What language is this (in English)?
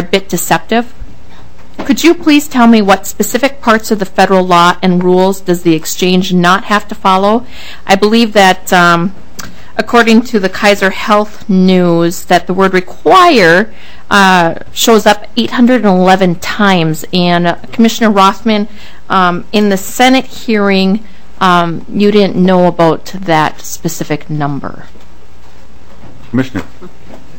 English